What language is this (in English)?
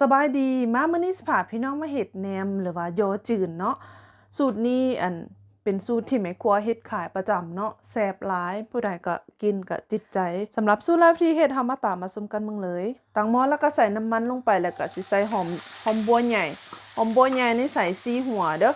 Lao